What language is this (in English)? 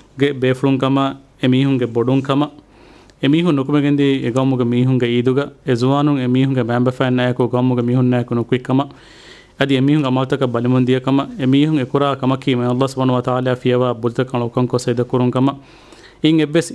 Divehi